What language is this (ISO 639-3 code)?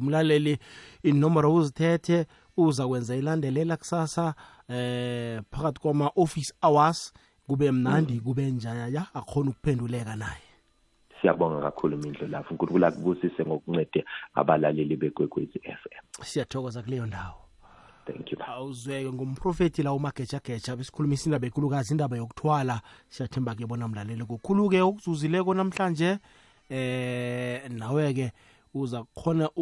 zul